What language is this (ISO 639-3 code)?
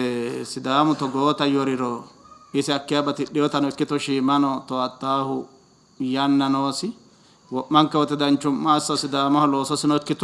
sid